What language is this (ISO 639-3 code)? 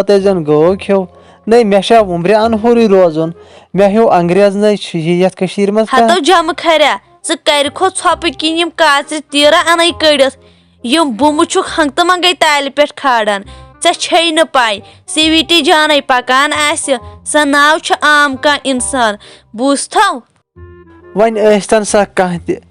kas